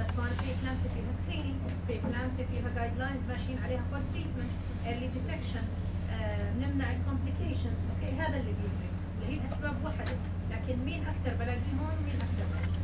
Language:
North Levantine Arabic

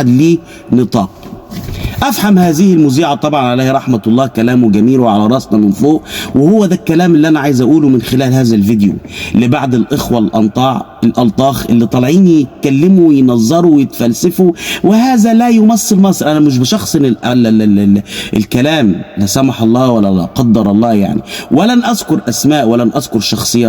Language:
Egyptian Arabic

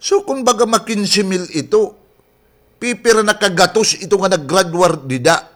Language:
Waray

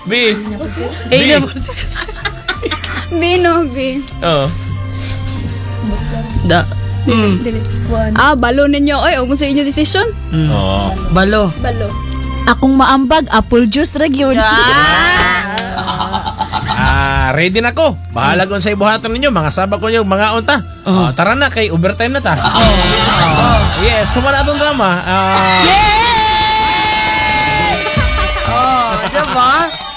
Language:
Cebuano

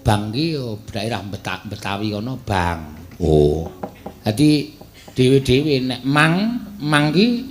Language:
Javanese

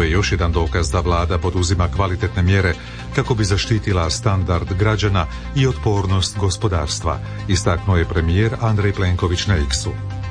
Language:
Croatian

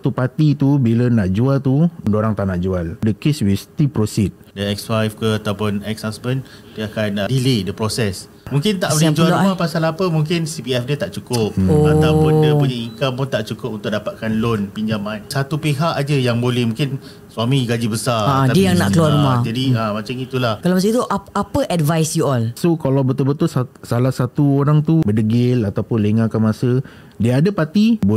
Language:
Malay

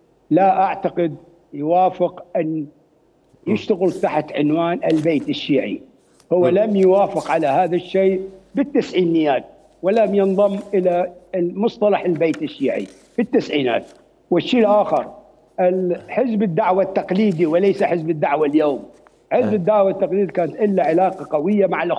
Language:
Mesopotamian Arabic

